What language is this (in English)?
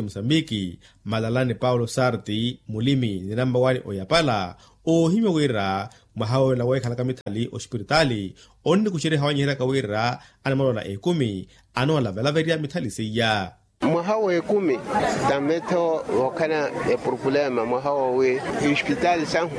Makhuwa